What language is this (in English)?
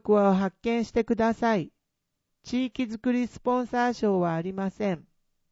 Japanese